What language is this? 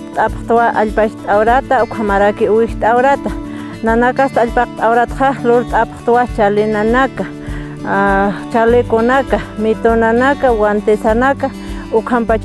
Aymara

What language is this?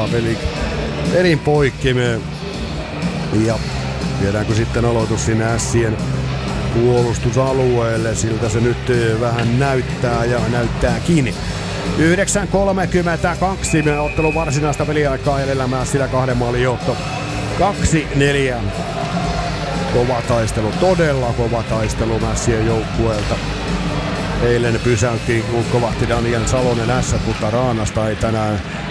Finnish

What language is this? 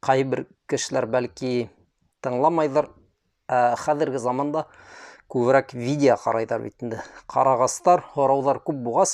Bashkir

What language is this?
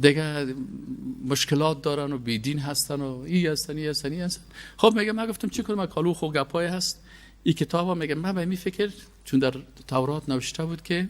Persian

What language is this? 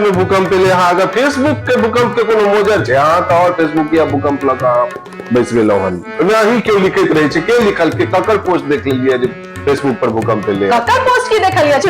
Maithili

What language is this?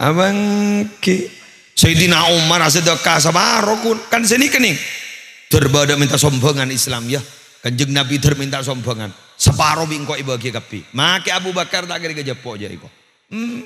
Madurese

